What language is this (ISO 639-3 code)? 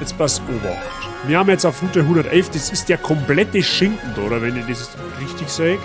bar